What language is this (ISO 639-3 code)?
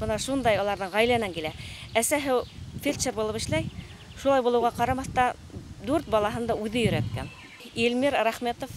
bak